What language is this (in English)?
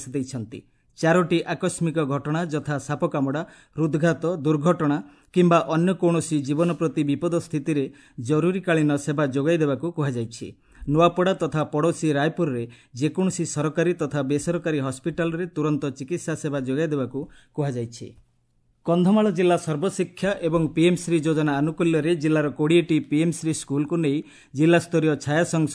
Odia